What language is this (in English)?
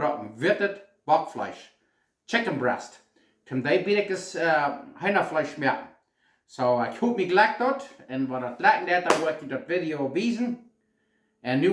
Plautdietsch